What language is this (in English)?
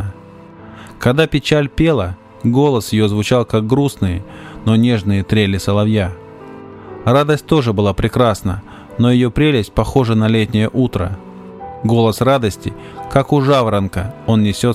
Russian